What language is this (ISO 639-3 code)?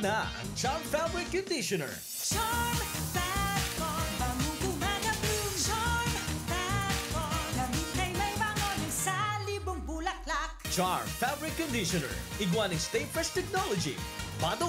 bik